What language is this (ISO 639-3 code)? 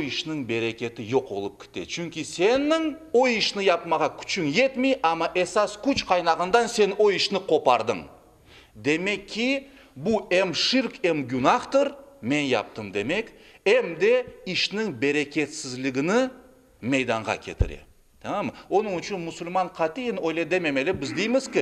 crh